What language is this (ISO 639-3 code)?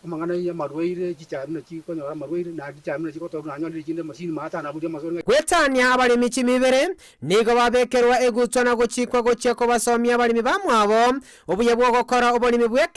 guz